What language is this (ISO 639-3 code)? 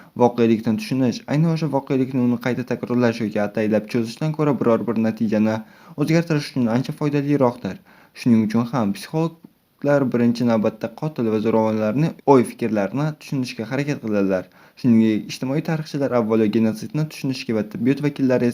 uzb